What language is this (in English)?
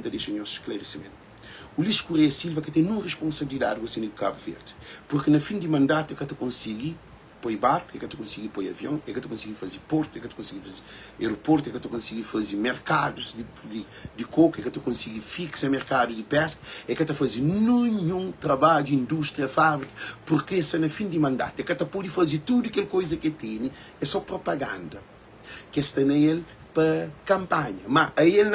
Kabuverdianu